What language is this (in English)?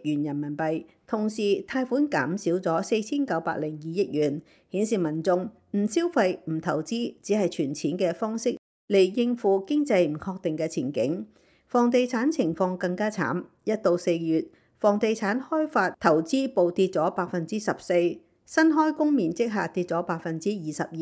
Cantonese